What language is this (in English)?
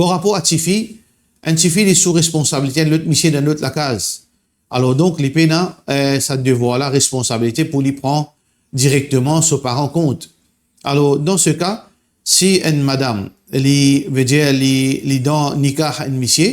Morisyen